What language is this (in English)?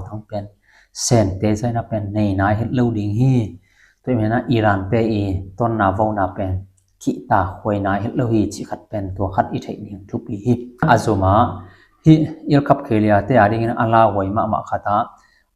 Tedim Chin